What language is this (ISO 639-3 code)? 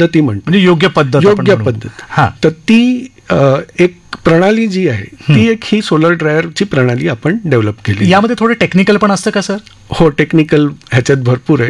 mar